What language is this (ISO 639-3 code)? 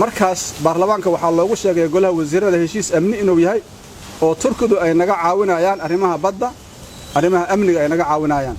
som